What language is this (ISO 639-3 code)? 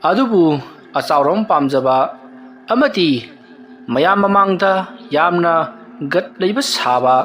mni